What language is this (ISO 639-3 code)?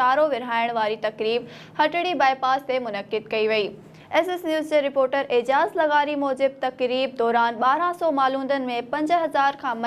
snd